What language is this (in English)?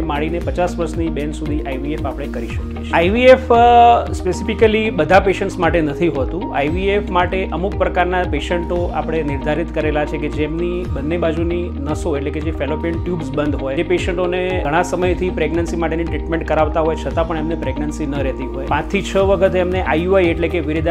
Gujarati